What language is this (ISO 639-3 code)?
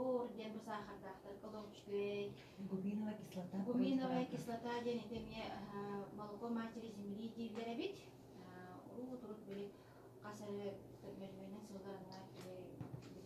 sah